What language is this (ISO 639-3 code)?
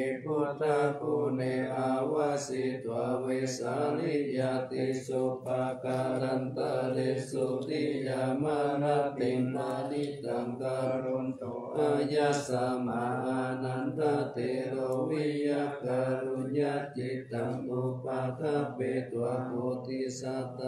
pli